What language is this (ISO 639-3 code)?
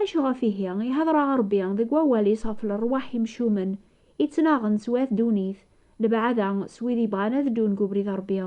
kab